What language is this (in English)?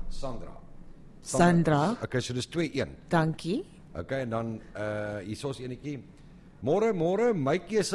Afrikaans